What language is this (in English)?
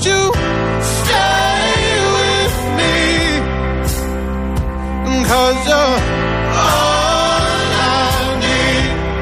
Greek